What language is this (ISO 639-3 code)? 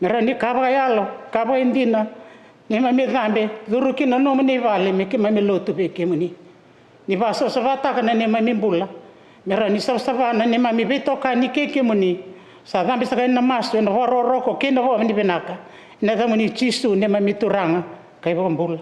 fij